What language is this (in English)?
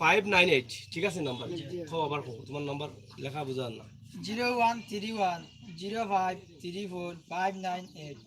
Sylheti